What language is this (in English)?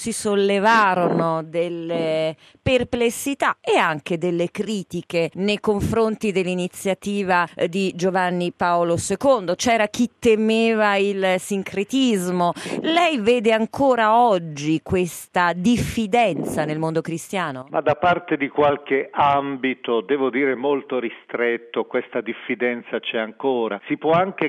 Italian